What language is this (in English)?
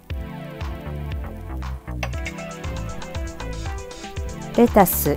Japanese